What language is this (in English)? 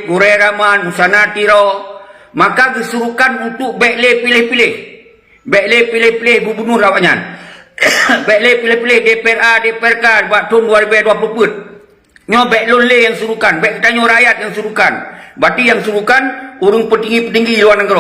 Achinese